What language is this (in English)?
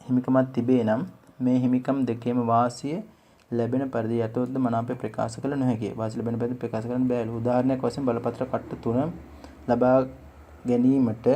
Sinhala